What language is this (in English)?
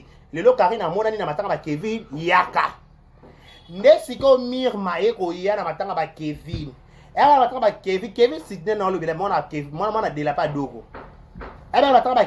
Lingala